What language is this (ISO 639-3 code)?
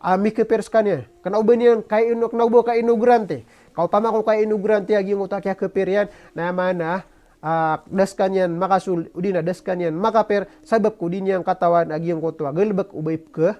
mrw